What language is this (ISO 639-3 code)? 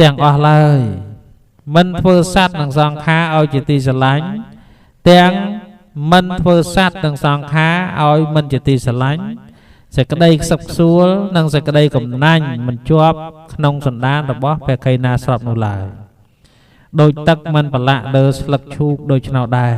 khm